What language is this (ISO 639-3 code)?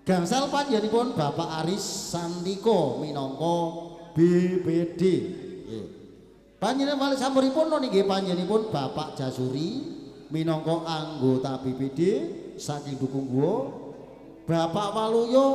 jav